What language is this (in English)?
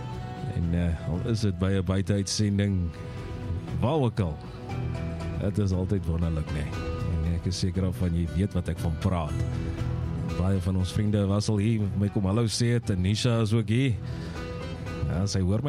Afrikaans